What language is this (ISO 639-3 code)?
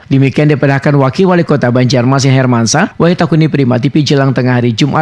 bjn